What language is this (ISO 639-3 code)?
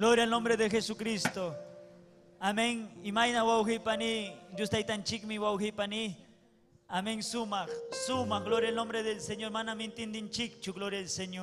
quy